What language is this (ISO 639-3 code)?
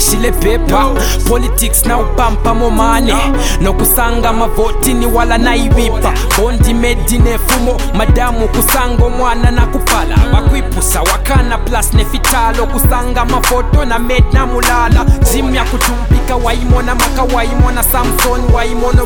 bem